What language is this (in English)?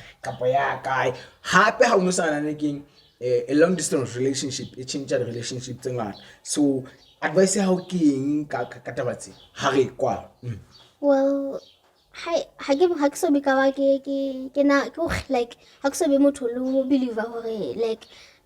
Southern Sotho